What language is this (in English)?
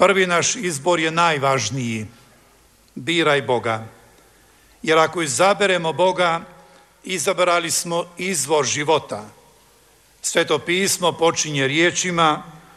Croatian